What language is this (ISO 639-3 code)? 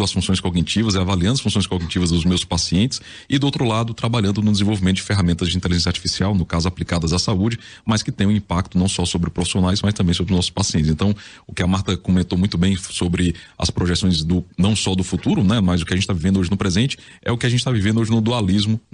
por